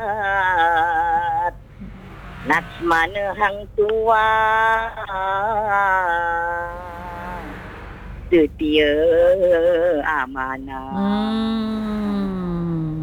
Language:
Malay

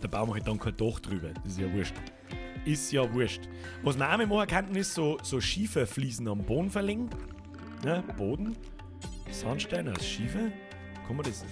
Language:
Bavarian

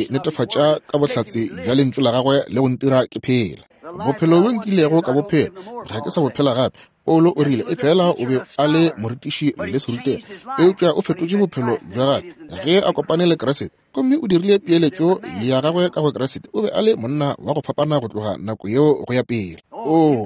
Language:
Northern Sotho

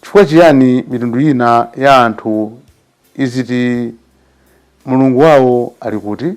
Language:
Nyanja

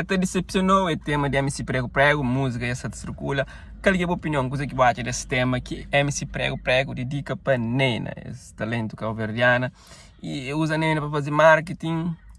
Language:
Kabuverdianu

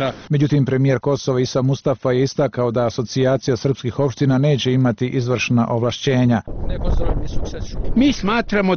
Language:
Serbian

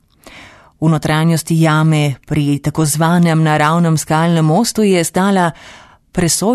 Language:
Slovenian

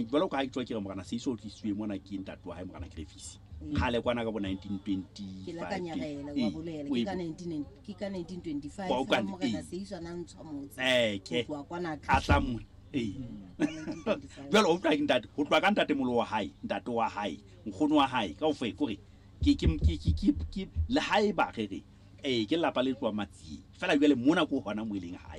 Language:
Southern Sotho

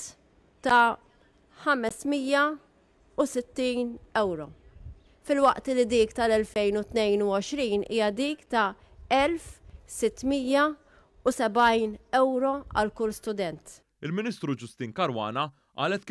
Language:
Maltese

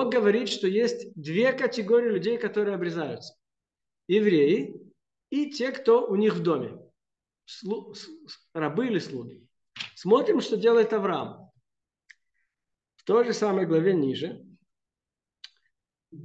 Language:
Russian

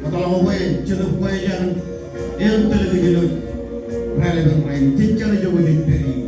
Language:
Marshallese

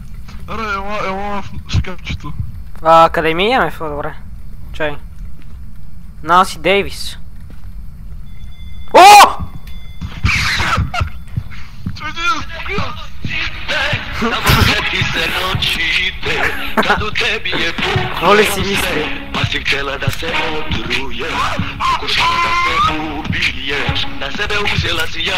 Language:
Bulgarian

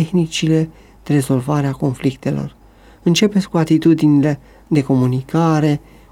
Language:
Romanian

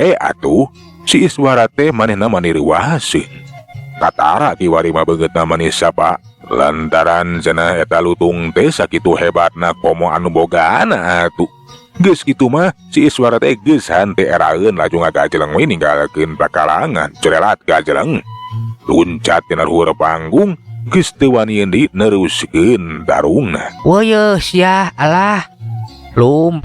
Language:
Sundanese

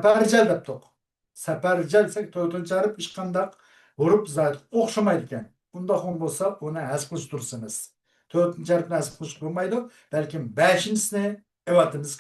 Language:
Uyghur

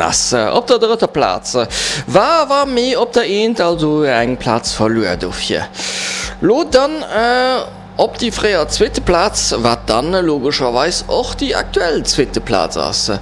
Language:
Luxembourgish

